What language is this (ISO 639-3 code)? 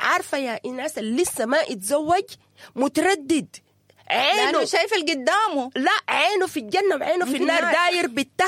apd